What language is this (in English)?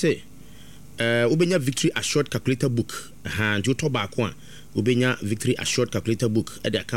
Akan